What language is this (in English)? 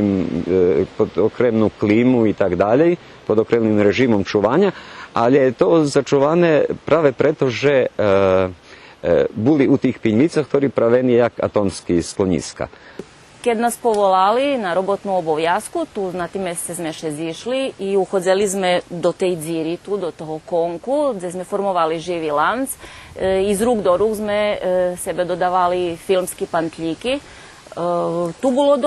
Rusyn